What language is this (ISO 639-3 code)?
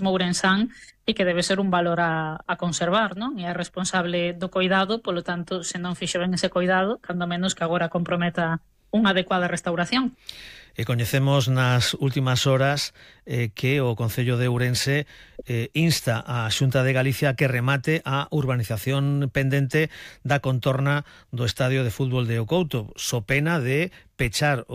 glg